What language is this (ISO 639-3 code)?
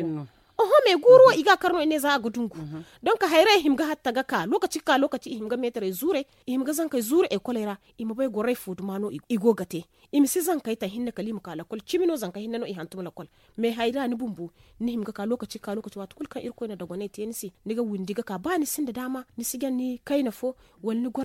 dje